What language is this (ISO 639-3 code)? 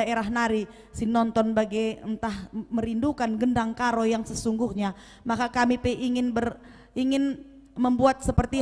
btx